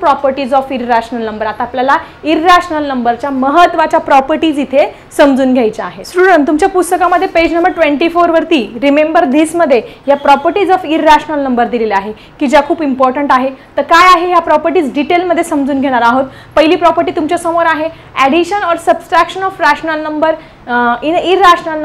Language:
Marathi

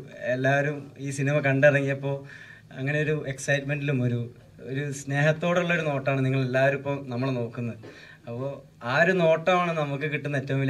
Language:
Malayalam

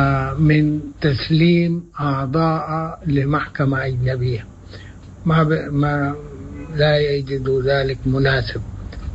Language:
Sudanese Arabic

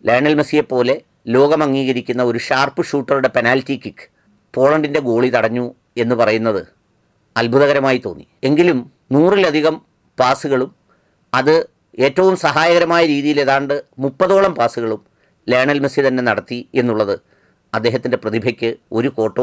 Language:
Malayalam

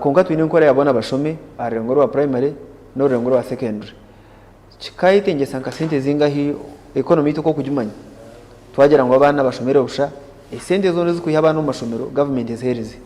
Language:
Nyankole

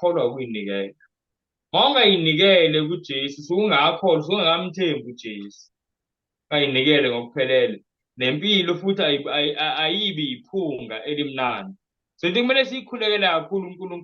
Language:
Zulu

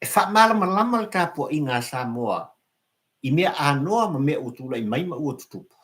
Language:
Samoan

